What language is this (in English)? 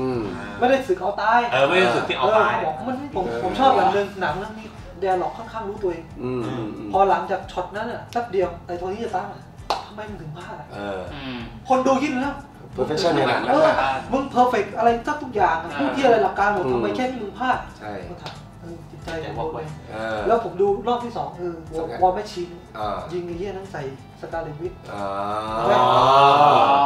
Thai